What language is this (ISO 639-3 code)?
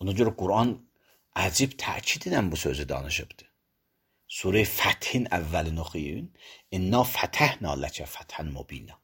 aze